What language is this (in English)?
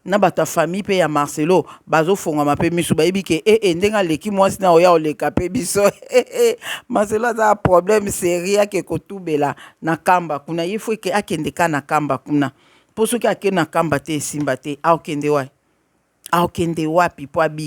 Lingala